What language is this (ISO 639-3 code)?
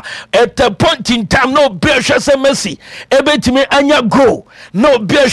aka